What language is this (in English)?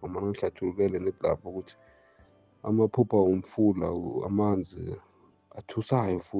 South Ndebele